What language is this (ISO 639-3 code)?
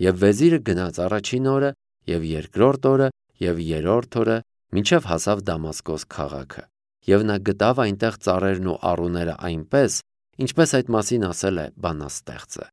hye